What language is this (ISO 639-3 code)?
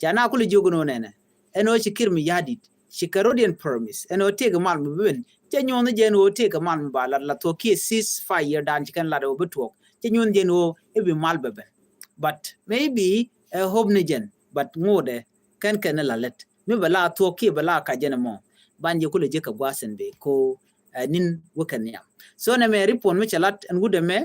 nus